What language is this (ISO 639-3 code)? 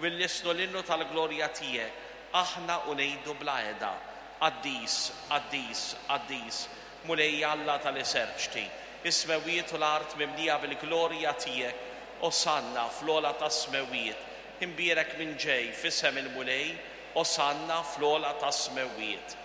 mlt